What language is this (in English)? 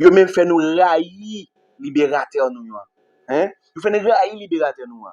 Haitian Creole